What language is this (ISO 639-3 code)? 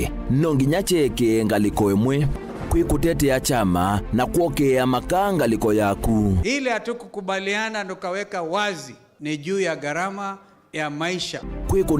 kam